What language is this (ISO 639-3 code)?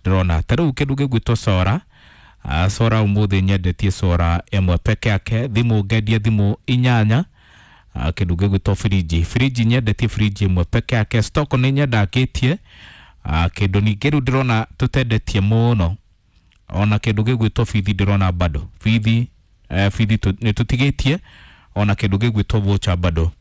kik